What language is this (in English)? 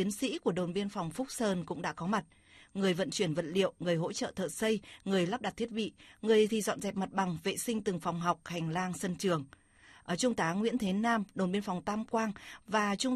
Vietnamese